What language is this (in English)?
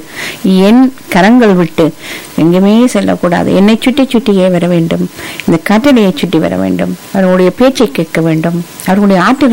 Tamil